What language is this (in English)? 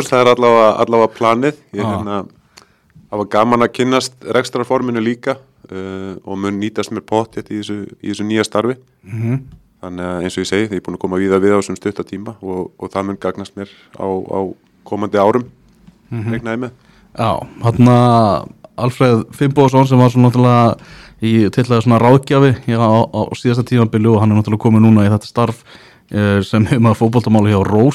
Icelandic